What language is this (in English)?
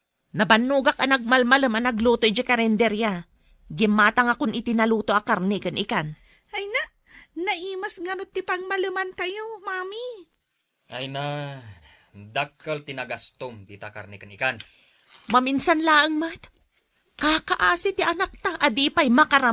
Iloko